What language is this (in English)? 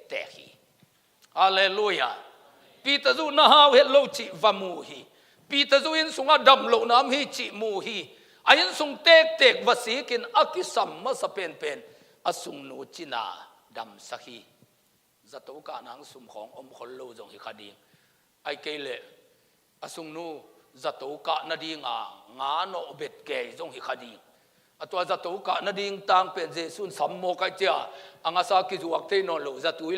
Tedim Chin